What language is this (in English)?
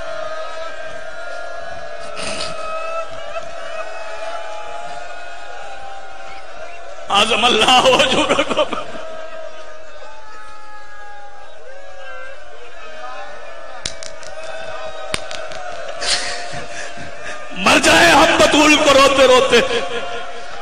Urdu